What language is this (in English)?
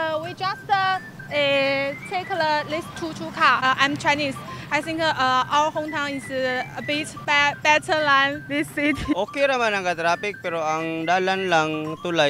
Cebuano